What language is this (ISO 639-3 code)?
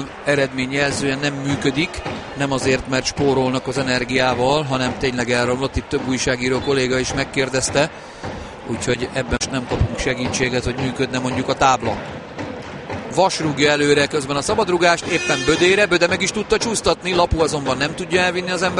hun